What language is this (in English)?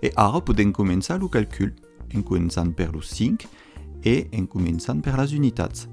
Occitan